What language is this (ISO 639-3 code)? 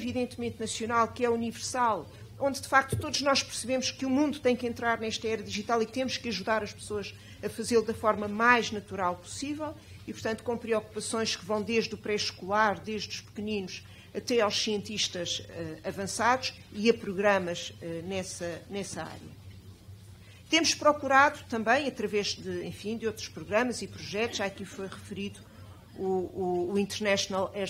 por